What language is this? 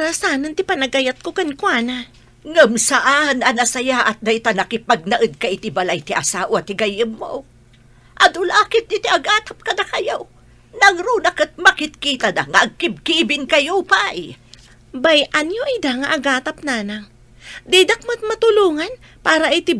Iloko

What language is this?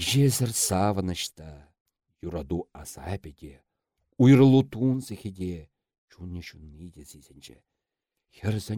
Chuvash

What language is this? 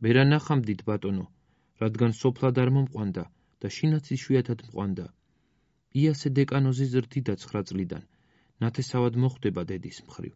Georgian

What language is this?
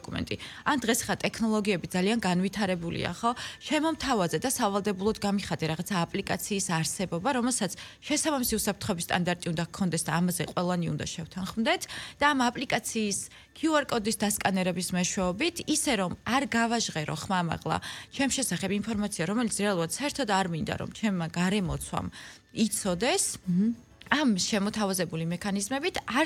Georgian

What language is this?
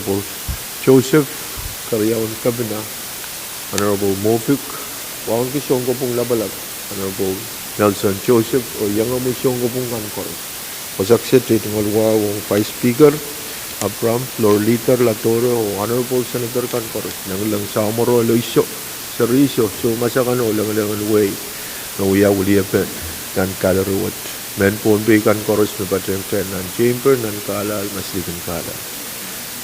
Pohnpeian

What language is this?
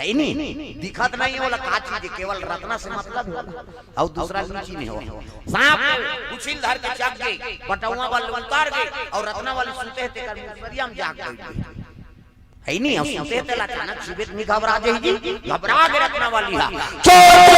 Chhattisgarhi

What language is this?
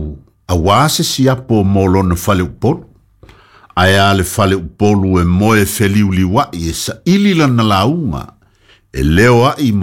Samoan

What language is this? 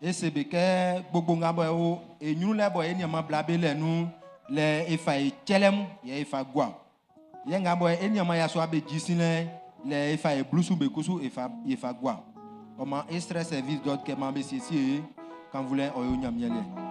Baoulé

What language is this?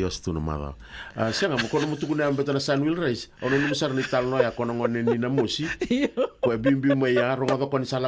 Fijian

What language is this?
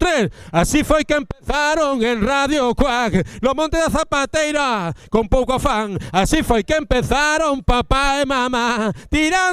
Galician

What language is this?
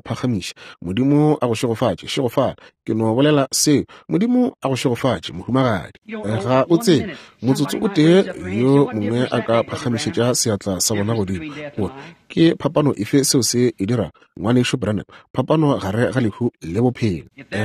Northern Sotho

